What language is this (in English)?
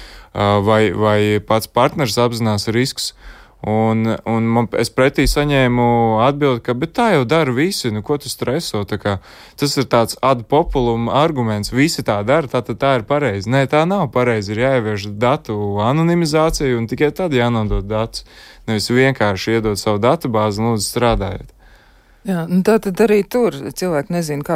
Latvian